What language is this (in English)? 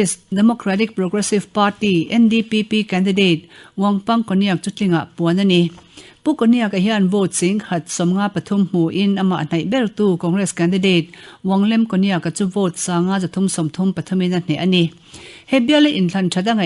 Mizo